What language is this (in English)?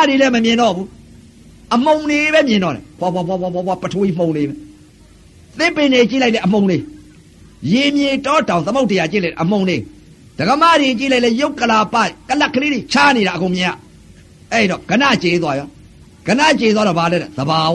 Burmese